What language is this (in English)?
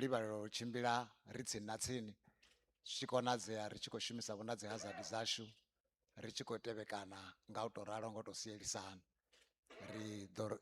Venda